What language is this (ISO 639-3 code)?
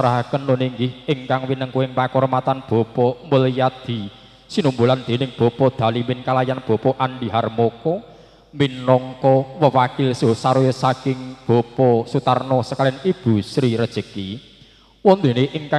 jav